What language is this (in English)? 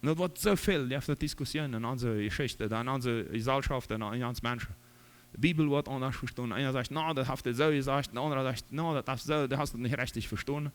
Plautdietsch